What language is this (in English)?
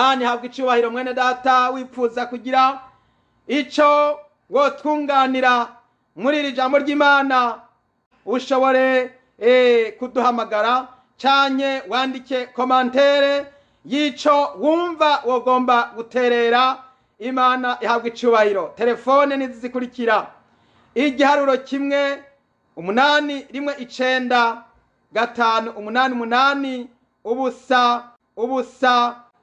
Rundi